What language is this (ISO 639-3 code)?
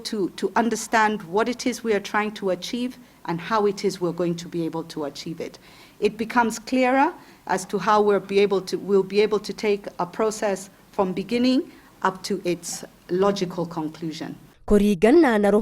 kik